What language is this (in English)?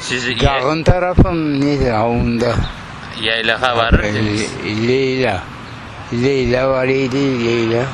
Crimean Tatar